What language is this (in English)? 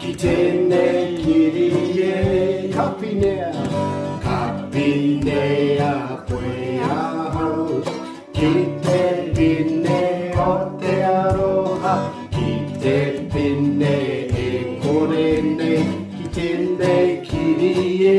Māori